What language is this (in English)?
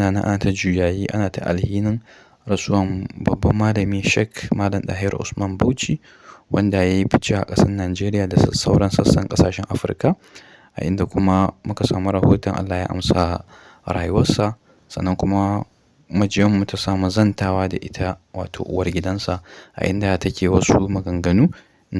Hausa